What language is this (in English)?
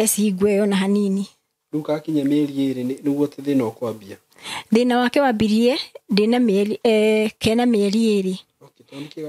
Kikuyu